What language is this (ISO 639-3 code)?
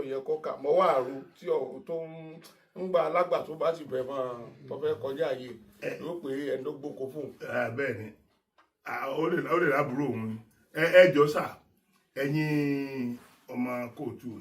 yor